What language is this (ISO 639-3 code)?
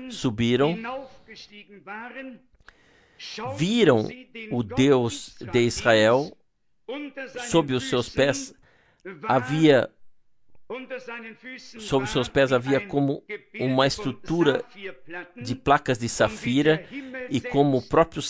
por